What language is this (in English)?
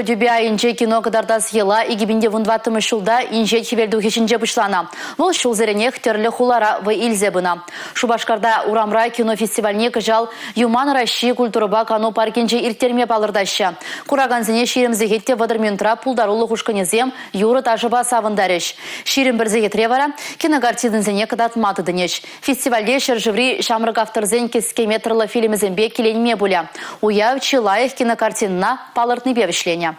Chuvash